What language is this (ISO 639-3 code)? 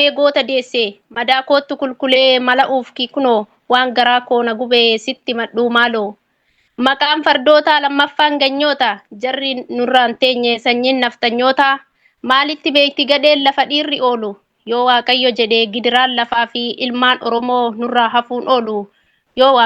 orm